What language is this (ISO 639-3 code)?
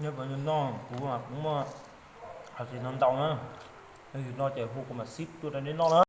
hmn